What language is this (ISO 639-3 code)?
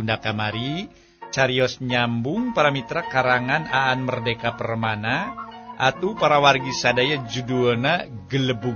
sun